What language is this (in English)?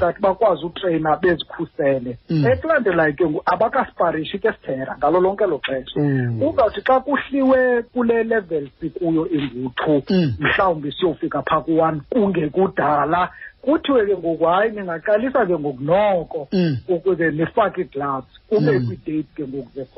Xhosa